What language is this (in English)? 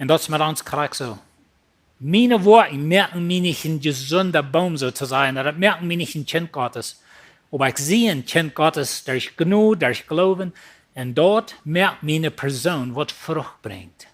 Plautdietsch